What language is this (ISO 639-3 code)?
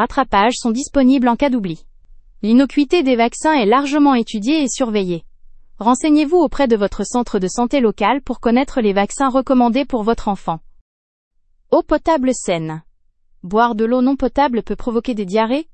fra